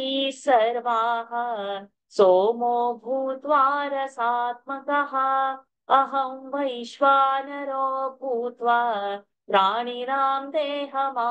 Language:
Sanskrit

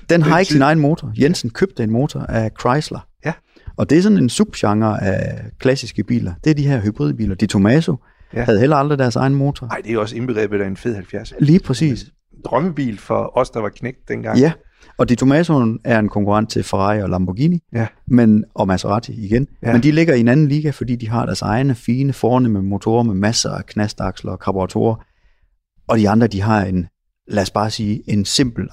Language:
Danish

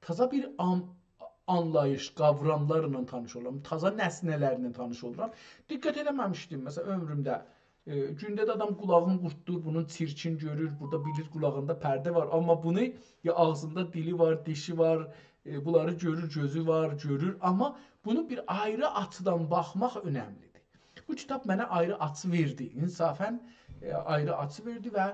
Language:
South Azerbaijani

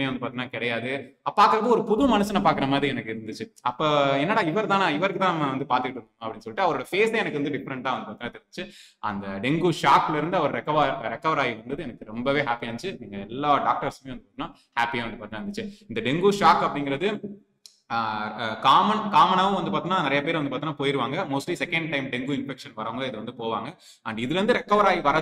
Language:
Tamil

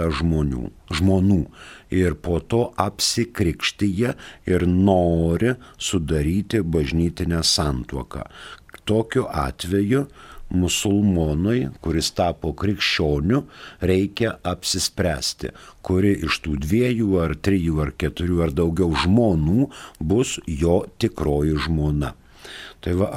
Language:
Lithuanian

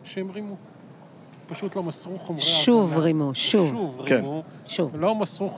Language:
Hebrew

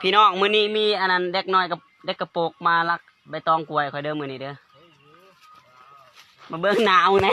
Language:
Lao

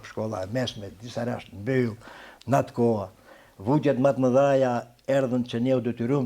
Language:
Albanian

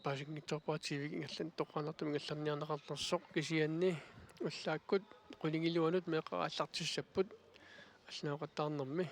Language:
Kalaallisut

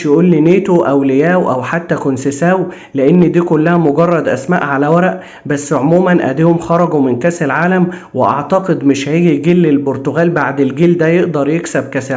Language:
Egyptian Arabic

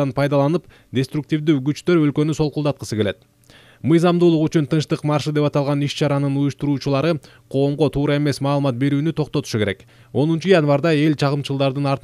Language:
Kyrgyz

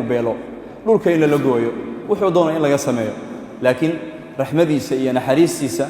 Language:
Somali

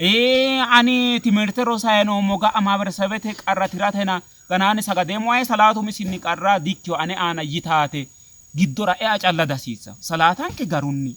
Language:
Sidamo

